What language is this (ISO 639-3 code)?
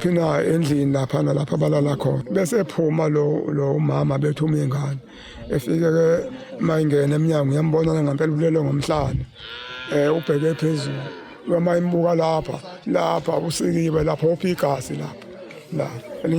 zul